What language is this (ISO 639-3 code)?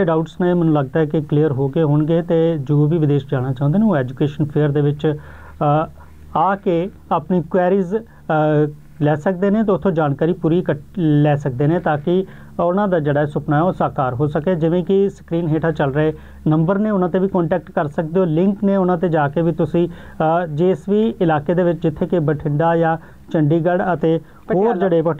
pan